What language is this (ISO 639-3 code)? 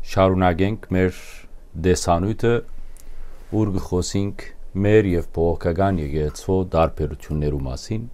hyw